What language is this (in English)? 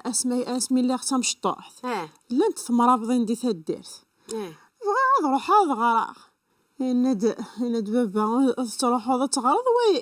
Kabyle